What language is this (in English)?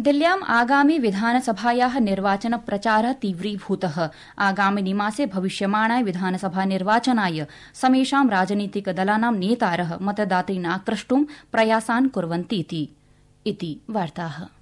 Sanskrit